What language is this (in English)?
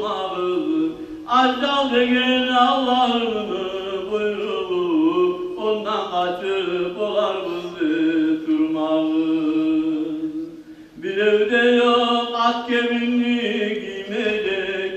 Kumyk